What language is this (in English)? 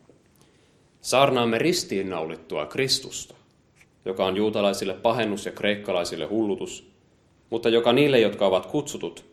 Finnish